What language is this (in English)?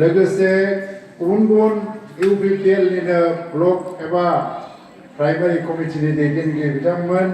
Bodo